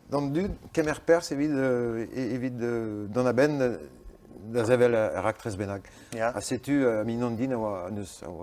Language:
Breton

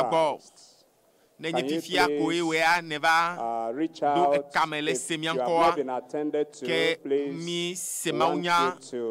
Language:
Ewe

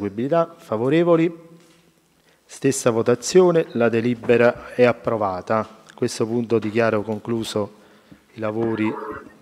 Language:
Italian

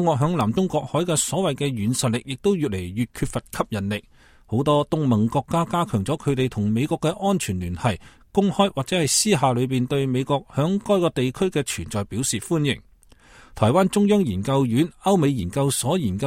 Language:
Cantonese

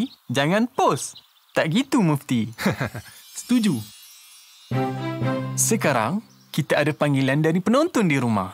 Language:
Malay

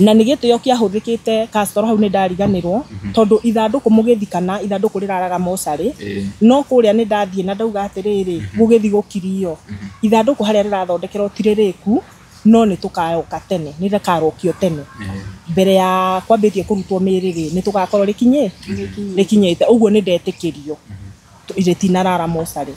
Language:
Kikuyu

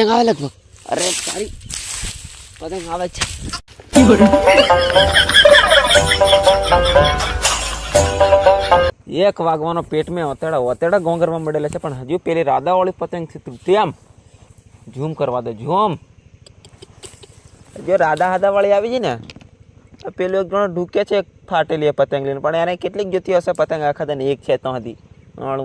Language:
Gujarati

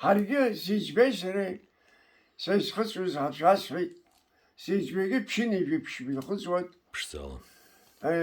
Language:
Abkhazian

